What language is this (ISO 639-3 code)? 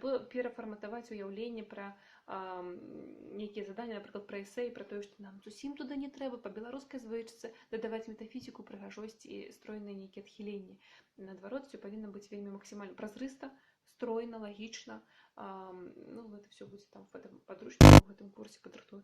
bel